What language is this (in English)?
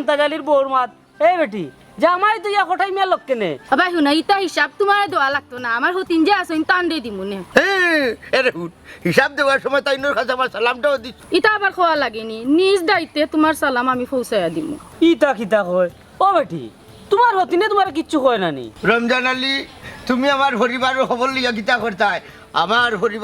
Sylheti